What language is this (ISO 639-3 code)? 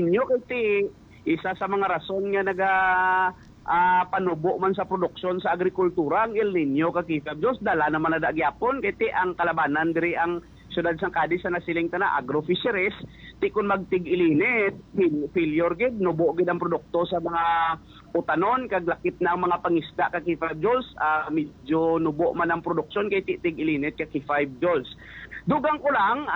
hil